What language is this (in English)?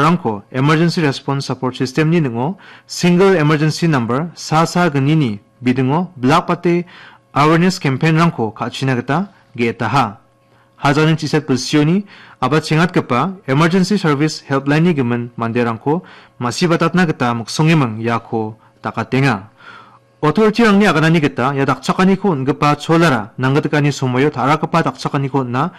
Garo